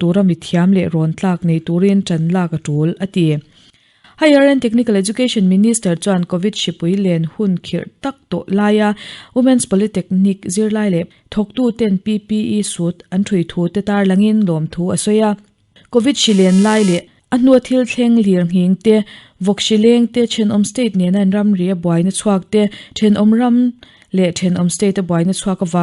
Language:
Mizo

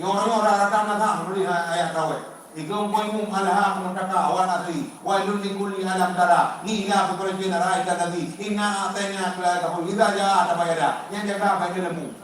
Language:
Achinese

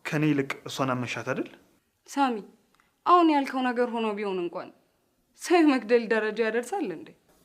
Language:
Amharic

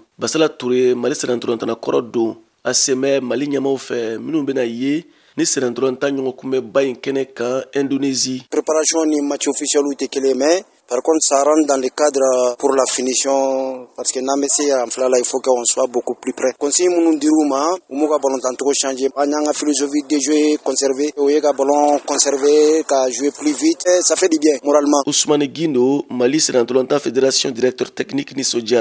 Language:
Bambara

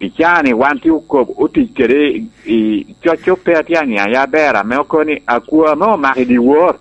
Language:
Lango (Uganda)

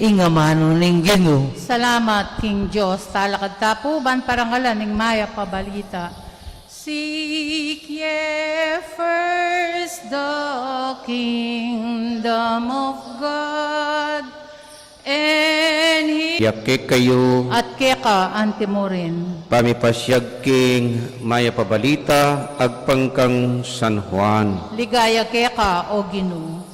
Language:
Pampanga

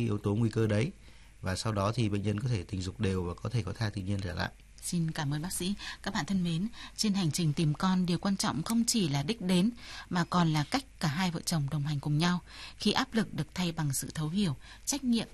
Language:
Vietnamese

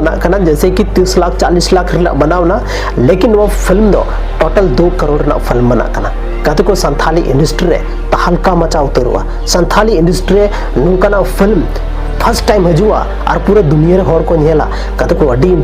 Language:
Santali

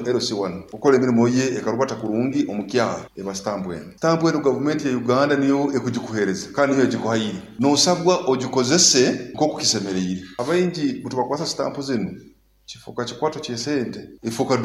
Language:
Nyoro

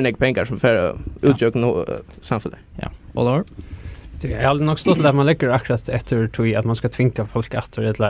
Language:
Faroese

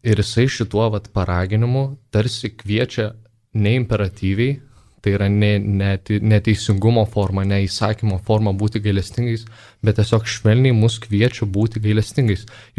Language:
Lithuanian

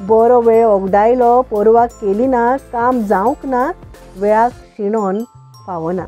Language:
Konkani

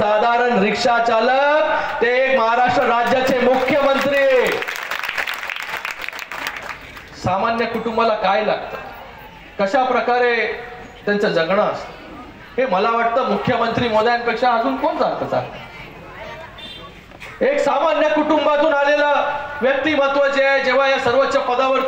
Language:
Marathi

